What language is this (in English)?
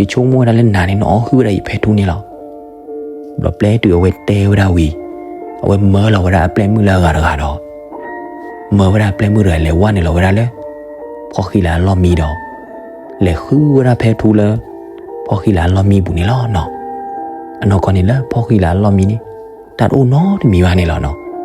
S'gaw Karen